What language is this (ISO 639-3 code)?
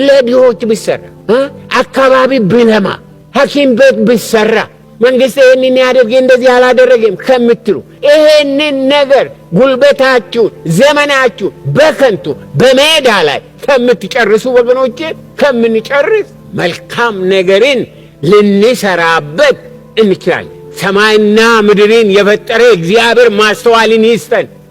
amh